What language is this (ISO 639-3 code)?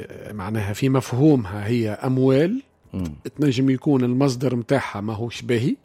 aeb